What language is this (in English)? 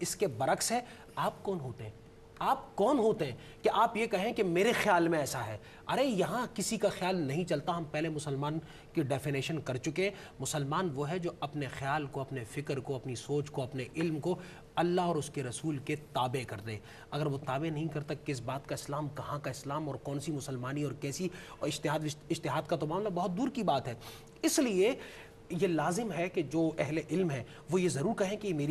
Urdu